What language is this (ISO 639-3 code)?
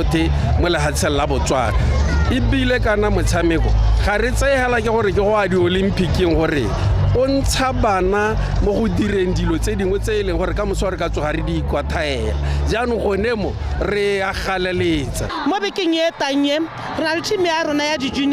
tsn